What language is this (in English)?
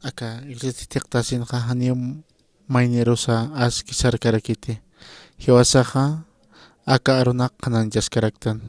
Aymara